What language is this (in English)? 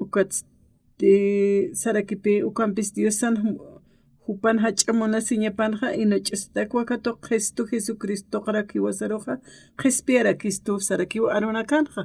Aymara